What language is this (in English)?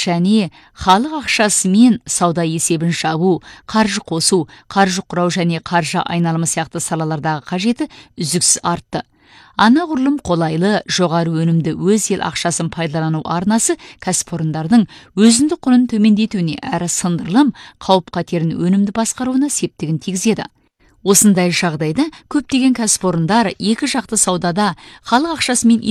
Kazakh